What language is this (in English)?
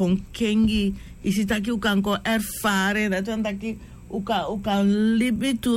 Sranan Tongo